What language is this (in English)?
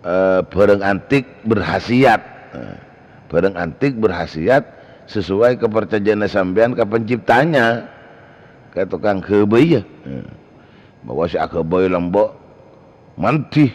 Madurese